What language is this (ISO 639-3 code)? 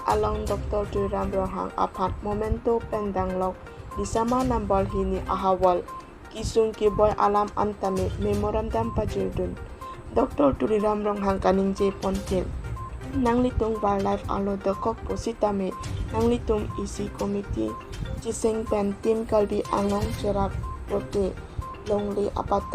mjw